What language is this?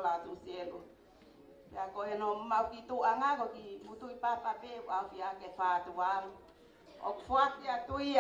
Tongan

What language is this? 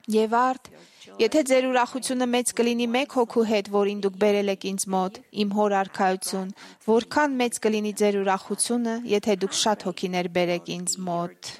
Armenian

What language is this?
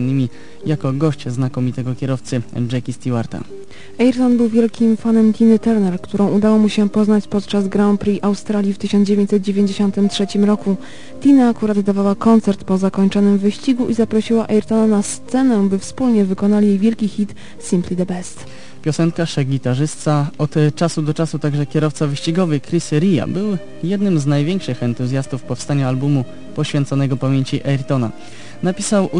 Polish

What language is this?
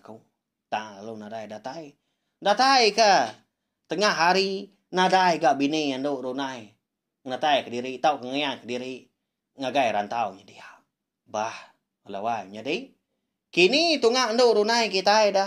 Iban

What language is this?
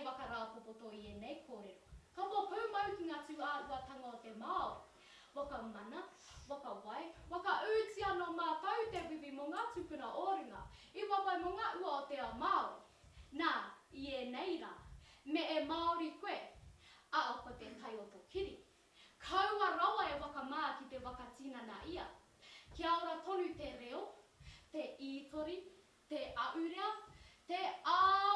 Māori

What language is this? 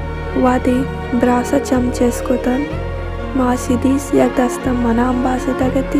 Baluchi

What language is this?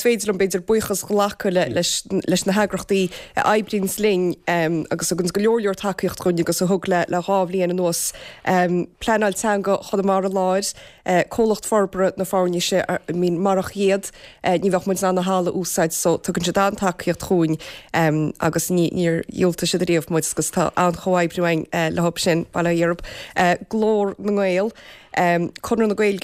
Irish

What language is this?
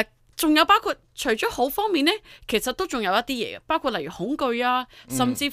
Cantonese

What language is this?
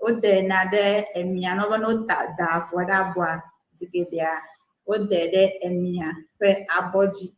Ewe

